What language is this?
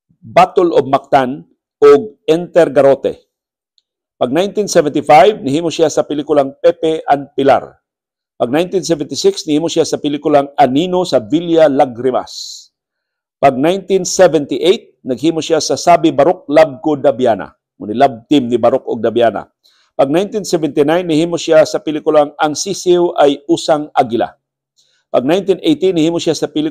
Cebuano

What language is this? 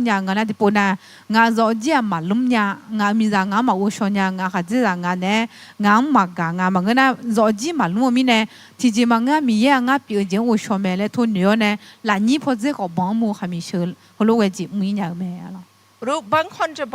Akha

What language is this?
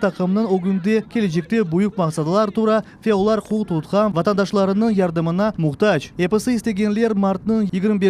Crimean Tatar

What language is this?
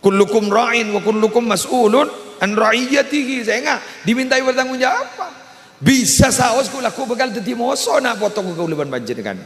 Madurese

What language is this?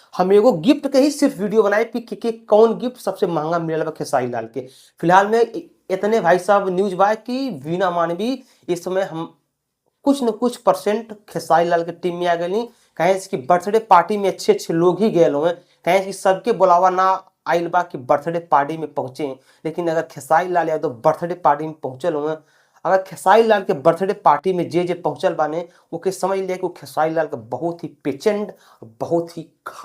Bhojpuri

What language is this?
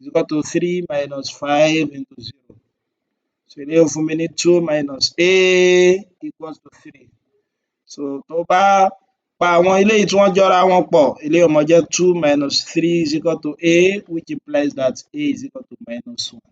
Yoruba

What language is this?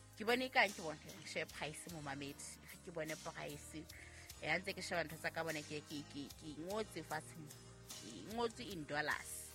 Southern Sotho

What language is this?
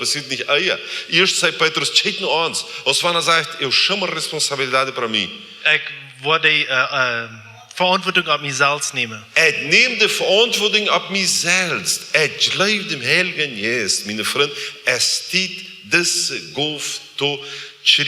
Plautdietsch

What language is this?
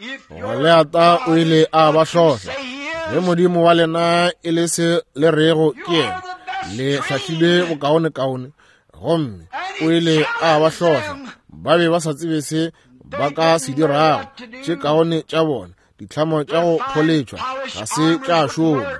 Northern Sotho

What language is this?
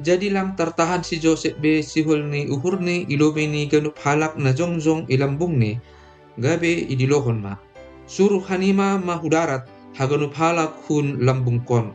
Batak Simalungun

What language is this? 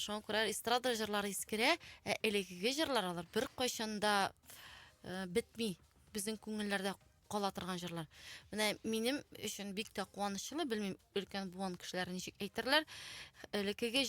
Tatar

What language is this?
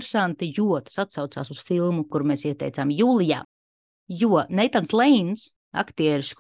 Latvian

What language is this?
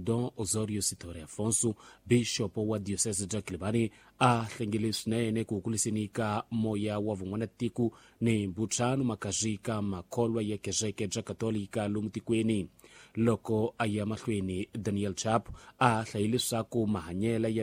Tsonga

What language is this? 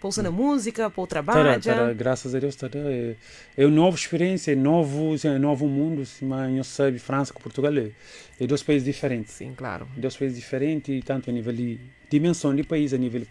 Kabuverdianu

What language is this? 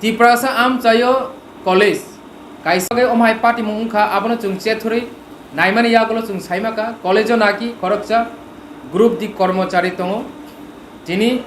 Kok Borok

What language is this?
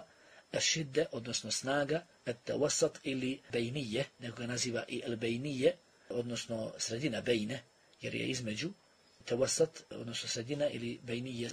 Bosnian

